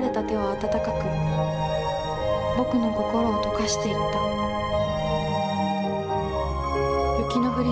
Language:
Japanese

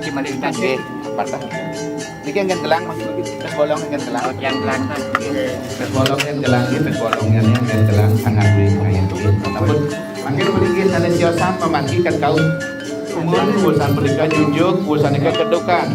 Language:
Balinese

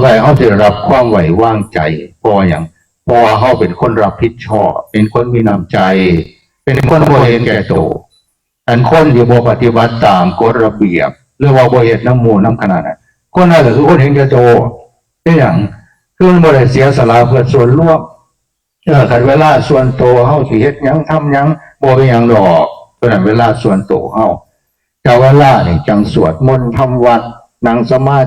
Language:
Northeastern Thai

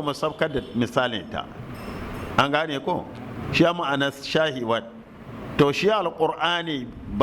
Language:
Hausa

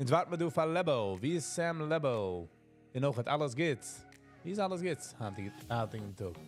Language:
Yiddish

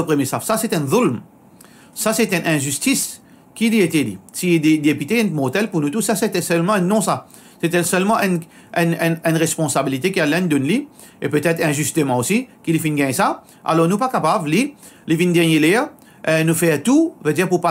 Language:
Morisyen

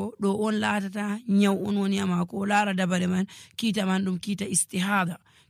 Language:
Nigerian Fulfulde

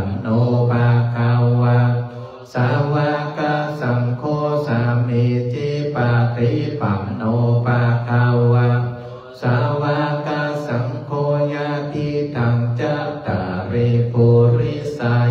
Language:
Pali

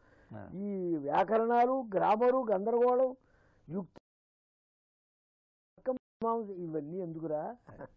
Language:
Telugu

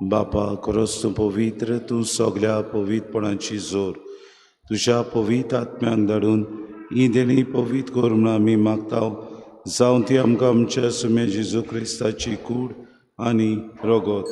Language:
Konkani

